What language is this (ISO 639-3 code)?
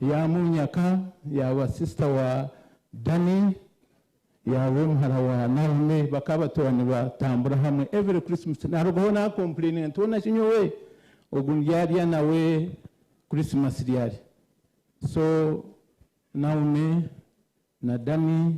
nyn